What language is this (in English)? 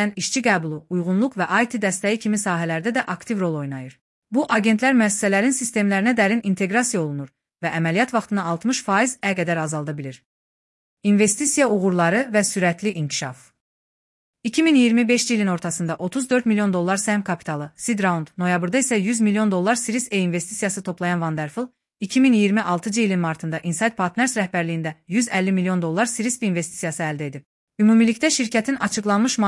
Azerbaijani